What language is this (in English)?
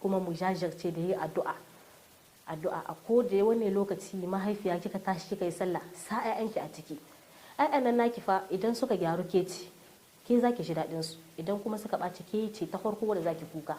Hausa